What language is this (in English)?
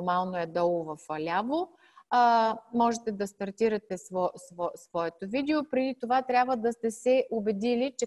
Bulgarian